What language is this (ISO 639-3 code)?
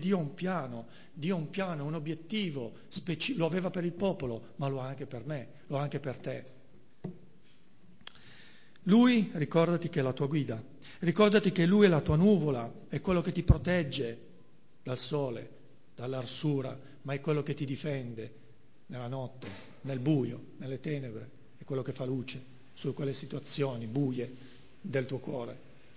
ita